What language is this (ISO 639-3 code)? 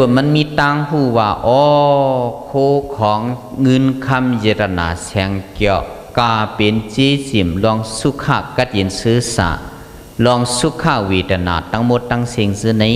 shn